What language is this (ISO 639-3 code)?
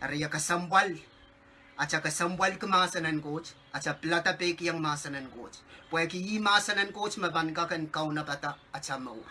pon